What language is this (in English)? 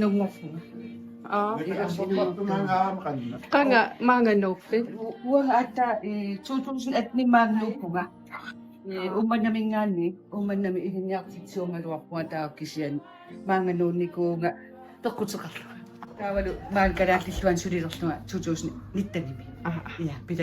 Kalaallisut